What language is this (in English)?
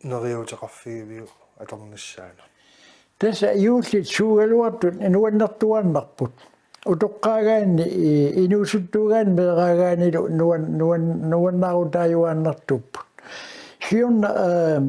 Kalaallisut